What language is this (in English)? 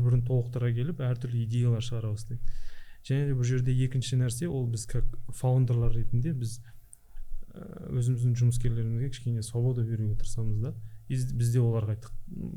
Kazakh